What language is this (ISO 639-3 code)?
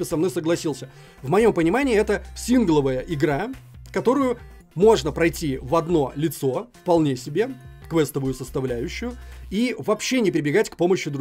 rus